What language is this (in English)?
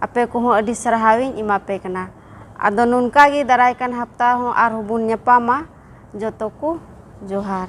Santali